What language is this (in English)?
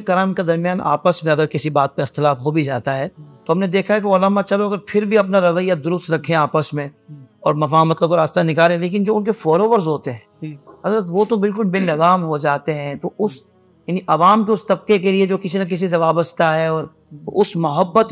Urdu